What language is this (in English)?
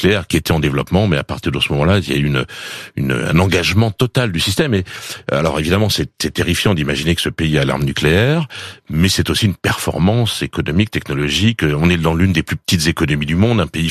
French